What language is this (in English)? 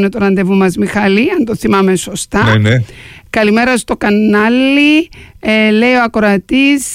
Greek